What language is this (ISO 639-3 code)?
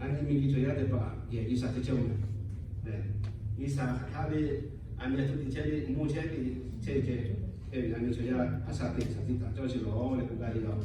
lhu